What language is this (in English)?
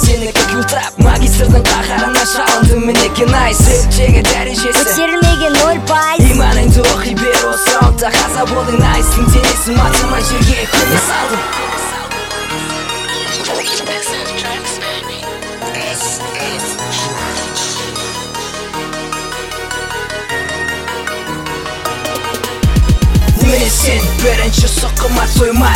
Kazakh